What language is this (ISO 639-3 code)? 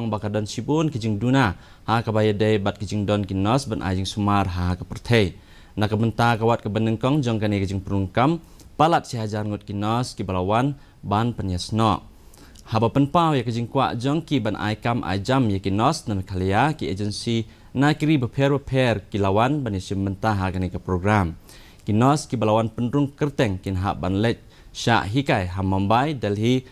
kha